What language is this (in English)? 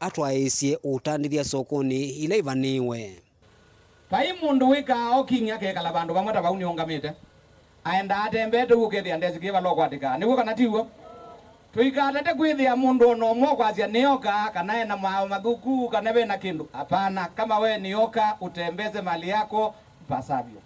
Kamba